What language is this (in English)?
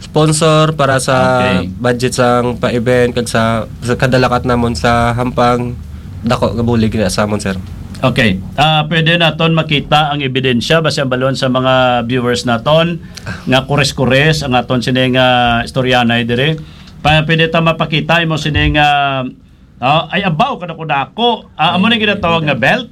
Hiligaynon